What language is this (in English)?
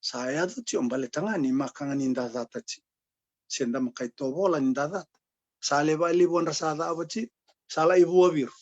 Fijian